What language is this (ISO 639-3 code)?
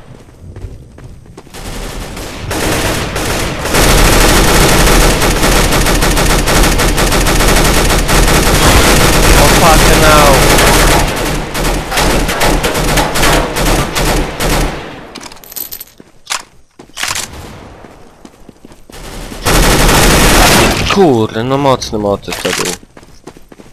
pol